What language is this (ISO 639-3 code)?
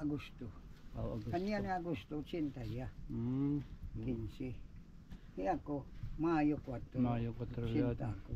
war